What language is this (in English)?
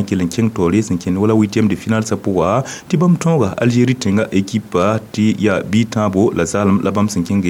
Mossi